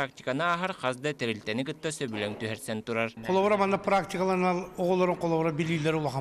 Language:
Yakut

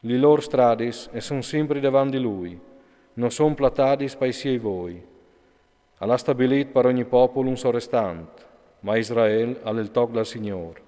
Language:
Friulian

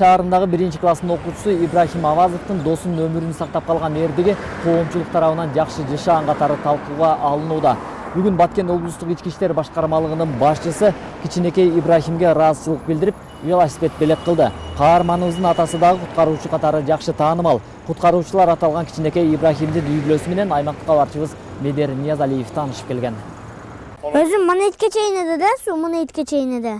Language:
Kyrgyz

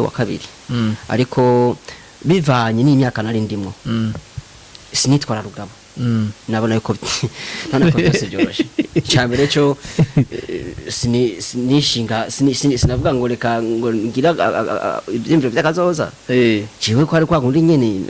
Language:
Rundi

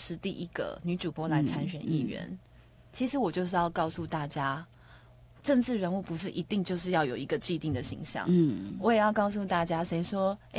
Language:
Chinese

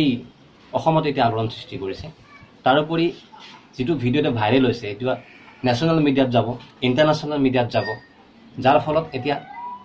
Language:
Assamese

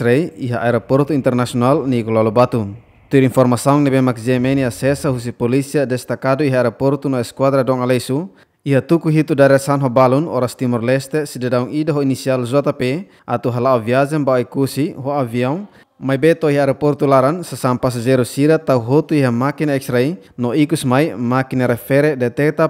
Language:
Tetum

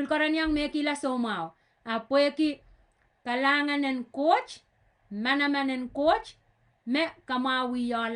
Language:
Pohnpeian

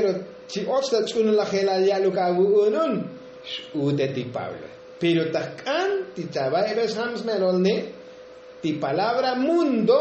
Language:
Tzotzil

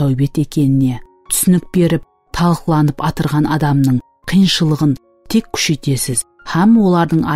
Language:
Kara-Kalpak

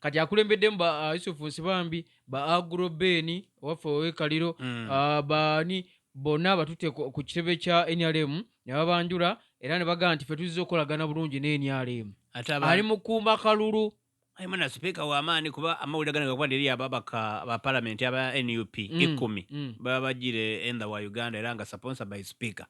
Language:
Ganda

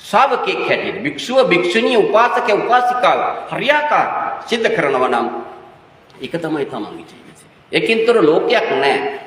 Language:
Sinhala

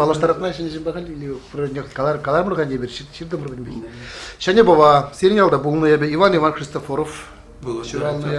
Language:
Chuvash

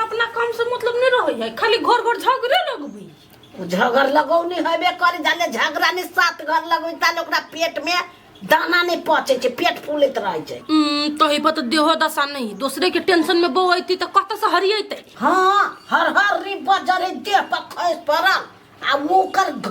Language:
Maithili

